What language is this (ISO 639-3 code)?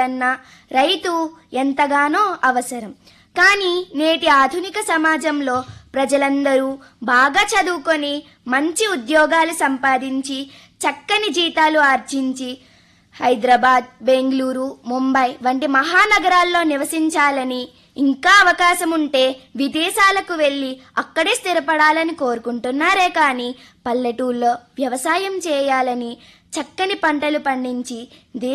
tel